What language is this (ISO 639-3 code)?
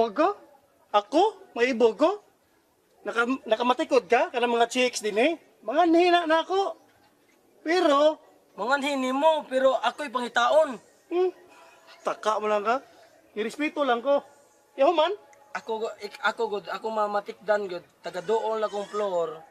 ceb